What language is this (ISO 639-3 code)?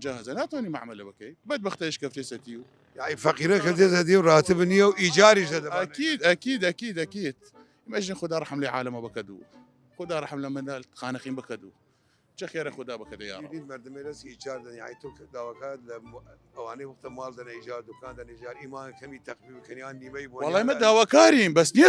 sdh